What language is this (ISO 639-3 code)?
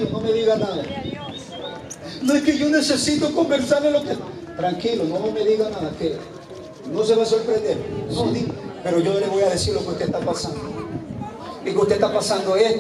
spa